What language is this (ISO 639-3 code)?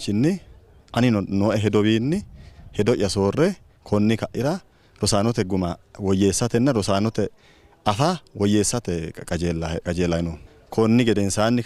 sid